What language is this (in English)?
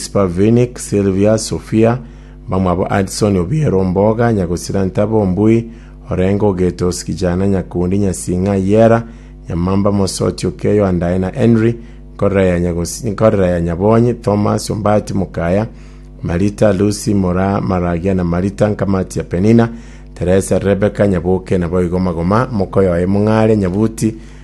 Gusii